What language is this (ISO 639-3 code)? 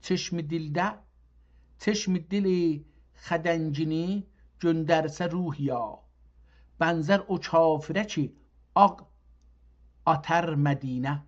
azb